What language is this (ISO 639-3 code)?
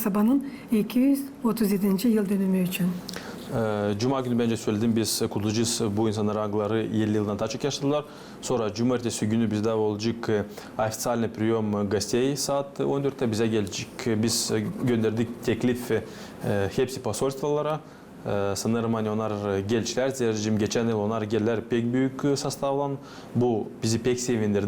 gag